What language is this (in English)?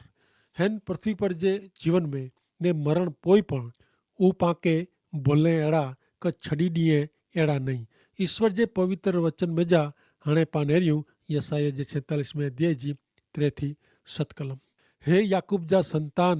Kachhi